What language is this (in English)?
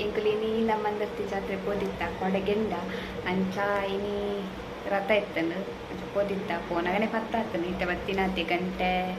Tulu